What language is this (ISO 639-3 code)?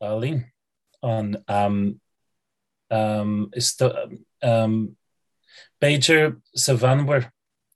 gle